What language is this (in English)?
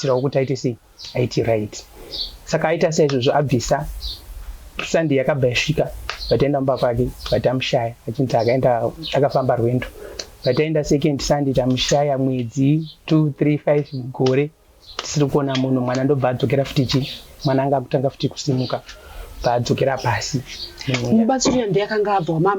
Shona